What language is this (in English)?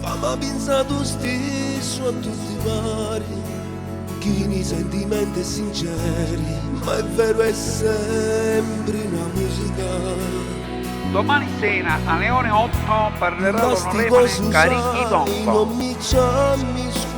Neapolitan